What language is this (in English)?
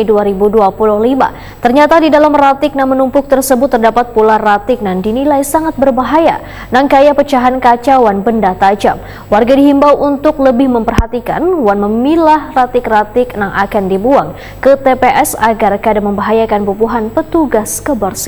Banjar